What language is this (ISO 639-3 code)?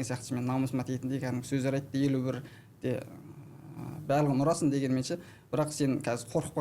kaz